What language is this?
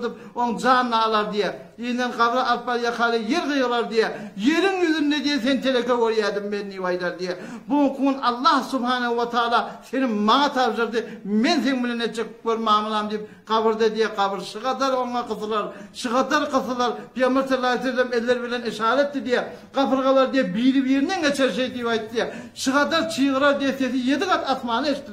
Turkmen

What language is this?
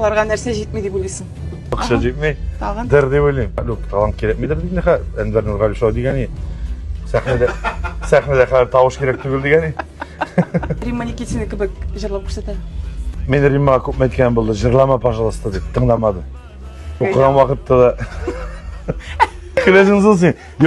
Tatar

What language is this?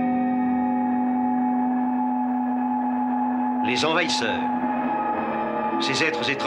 French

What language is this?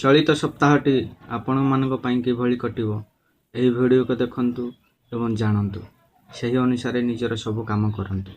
Odia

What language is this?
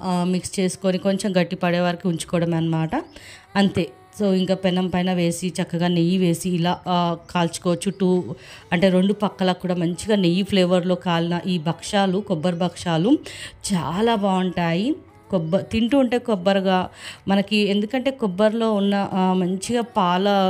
Telugu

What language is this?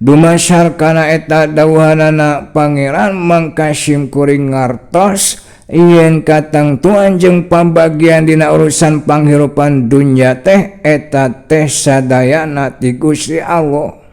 Sundanese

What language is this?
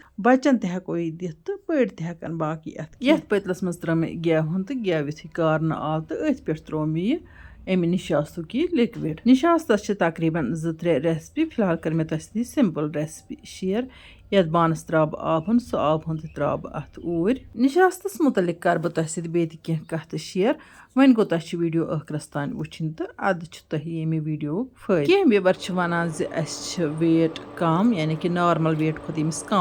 Kashmiri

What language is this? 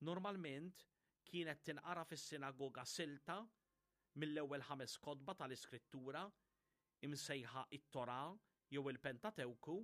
Maltese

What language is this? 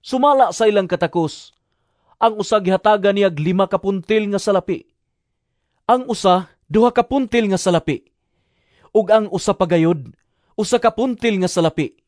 Cebuano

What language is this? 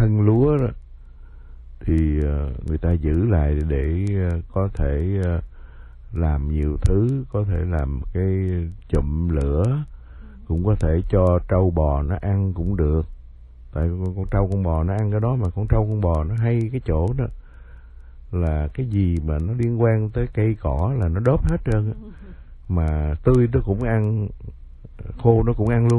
Vietnamese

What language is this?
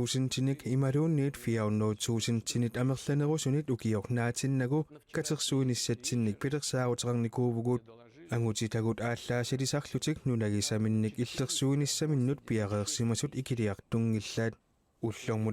Kalaallisut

